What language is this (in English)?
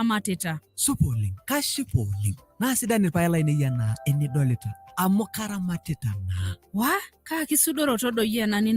Masai